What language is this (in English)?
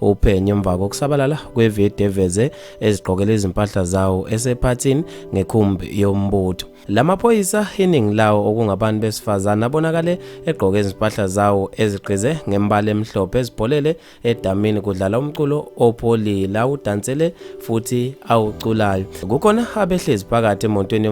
Zulu